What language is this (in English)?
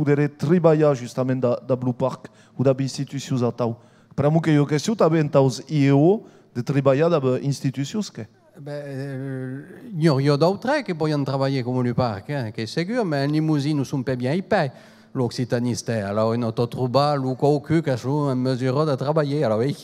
Occitan